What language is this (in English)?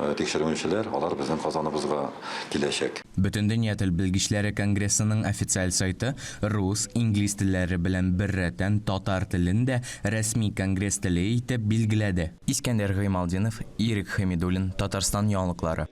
Tatar